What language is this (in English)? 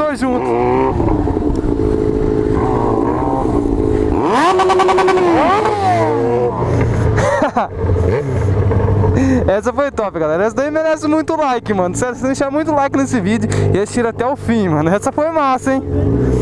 Portuguese